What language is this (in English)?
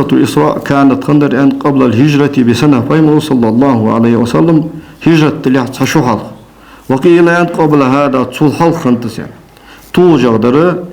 Ingush